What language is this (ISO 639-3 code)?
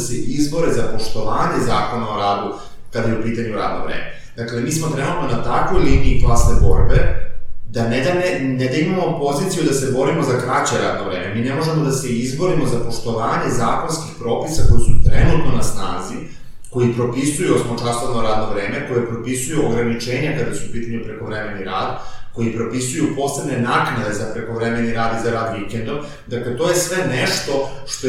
srp